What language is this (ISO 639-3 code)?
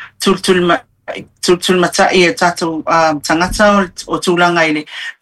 smo